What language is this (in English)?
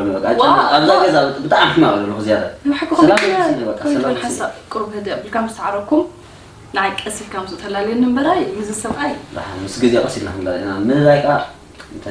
Tigrinya